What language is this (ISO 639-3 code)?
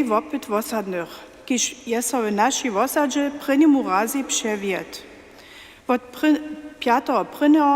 hsb